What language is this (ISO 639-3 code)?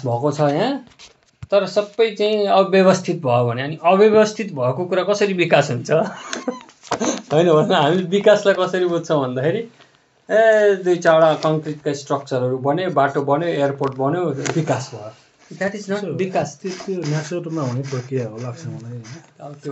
nep